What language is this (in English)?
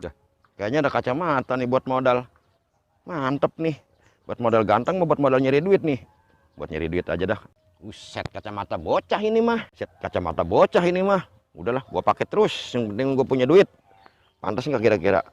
Betawi